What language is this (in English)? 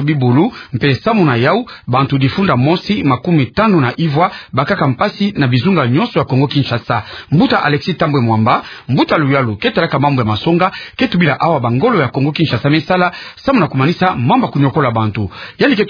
Kituba (Democratic Republic of Congo)